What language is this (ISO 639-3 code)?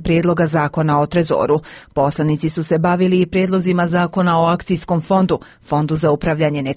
hrv